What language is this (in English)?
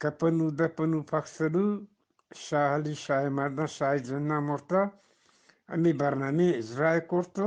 Eastern Balochi